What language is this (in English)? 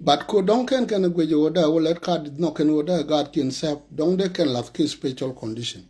Nuer